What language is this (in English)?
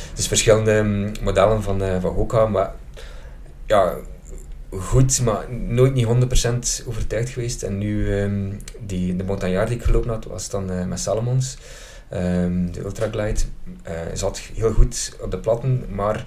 Dutch